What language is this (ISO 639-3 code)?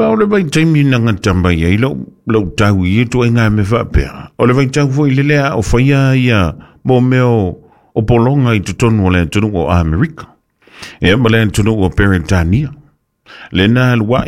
smo